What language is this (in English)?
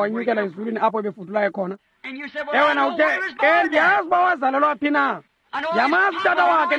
Xhosa